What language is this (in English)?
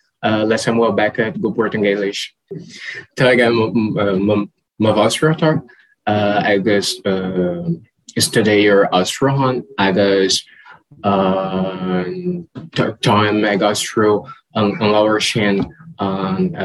Irish